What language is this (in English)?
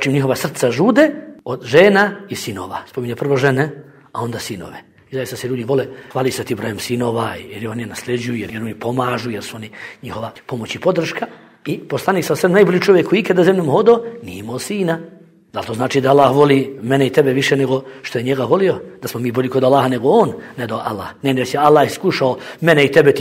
Bosnian